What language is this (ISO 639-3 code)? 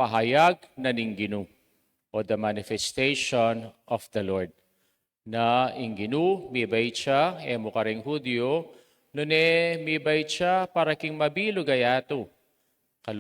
pam